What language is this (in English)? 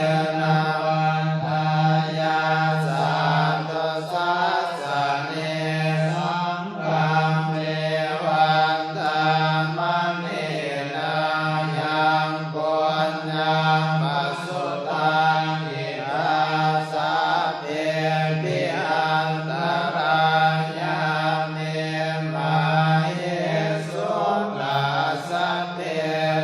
Pali